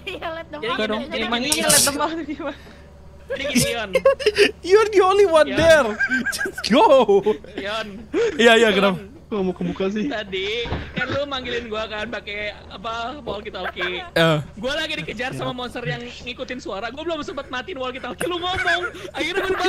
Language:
Indonesian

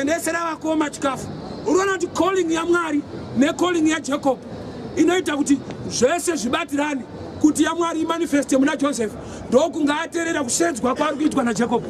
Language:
Shona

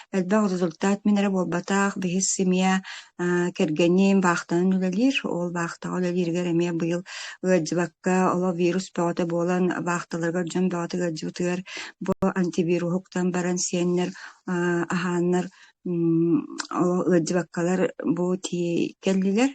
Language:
Yakut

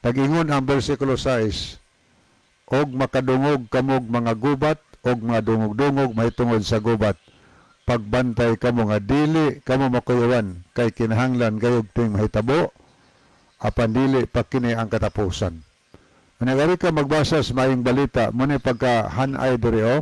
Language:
Cebuano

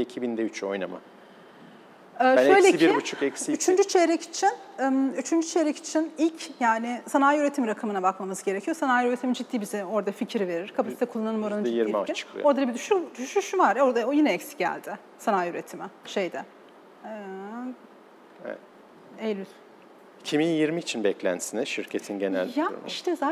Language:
Turkish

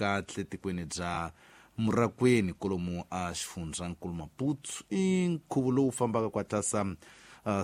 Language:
Tsonga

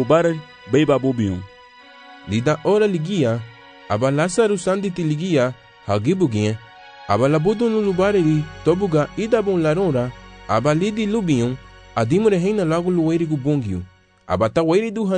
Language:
Garifuna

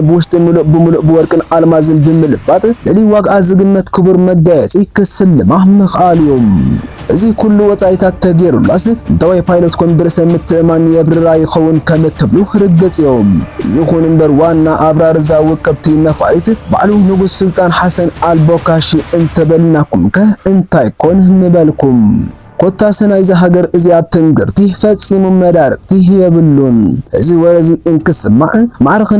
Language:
Tigrinya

